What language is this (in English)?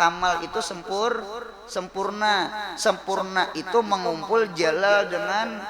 Banjar